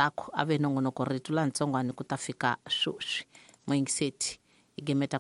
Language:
Tsonga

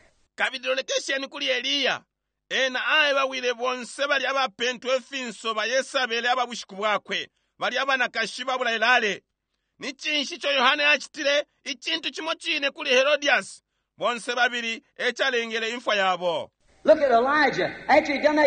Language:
Bemba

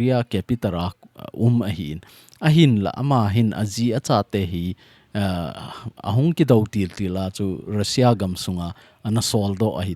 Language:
Thado Chin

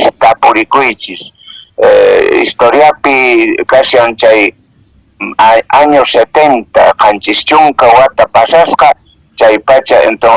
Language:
Quechua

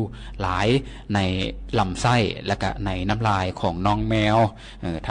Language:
Lao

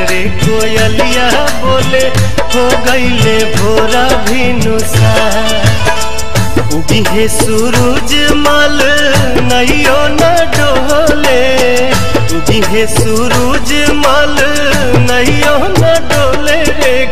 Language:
Bhojpuri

